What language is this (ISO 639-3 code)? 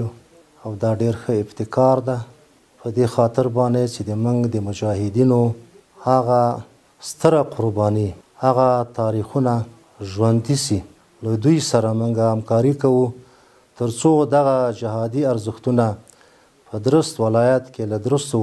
pus